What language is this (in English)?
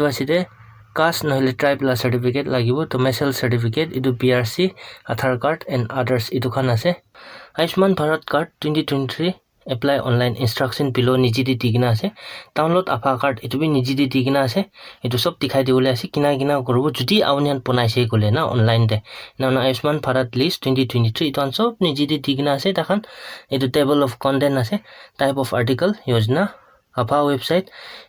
Naga Pidgin